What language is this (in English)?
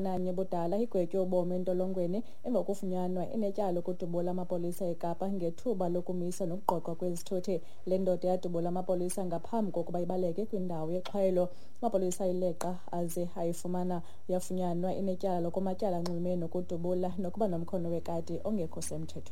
Xhosa